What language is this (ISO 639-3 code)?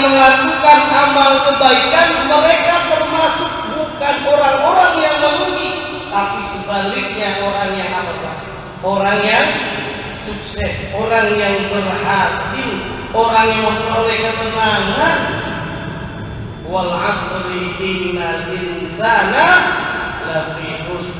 ind